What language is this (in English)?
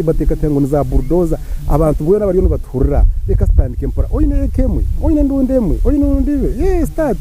Nyankole